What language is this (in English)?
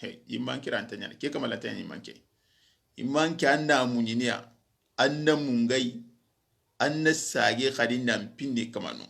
Soninke